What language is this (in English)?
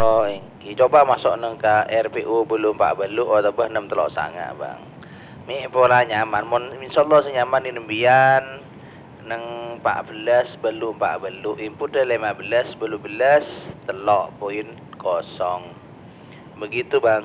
Madurese